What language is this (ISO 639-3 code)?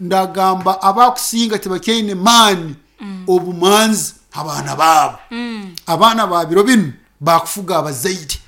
nyn